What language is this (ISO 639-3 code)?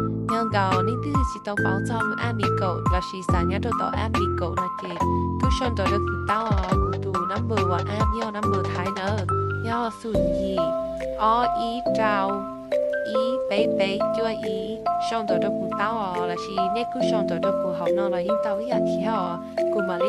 hmn